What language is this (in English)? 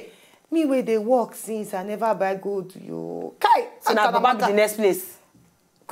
Nigerian Pidgin